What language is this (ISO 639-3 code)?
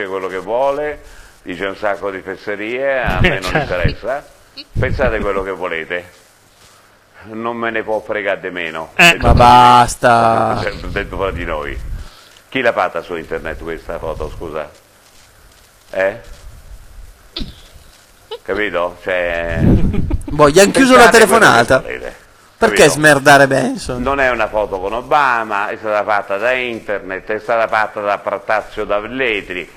ita